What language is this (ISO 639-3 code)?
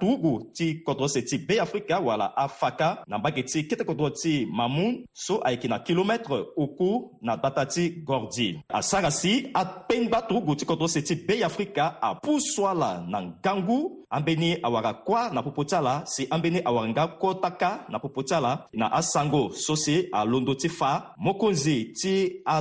sag